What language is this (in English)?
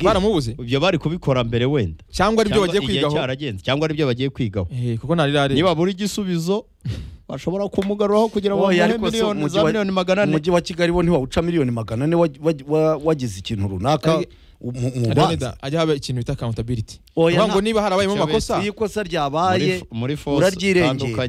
Kinyarwanda